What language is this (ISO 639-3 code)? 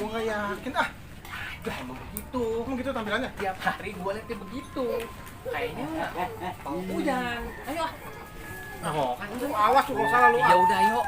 bew